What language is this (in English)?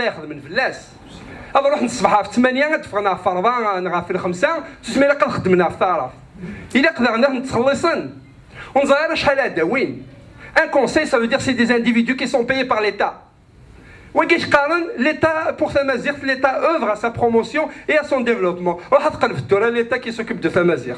Kabyle